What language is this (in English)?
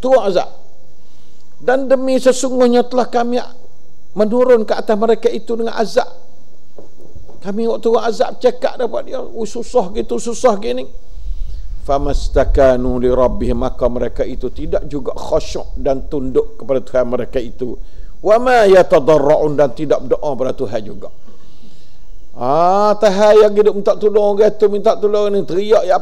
Malay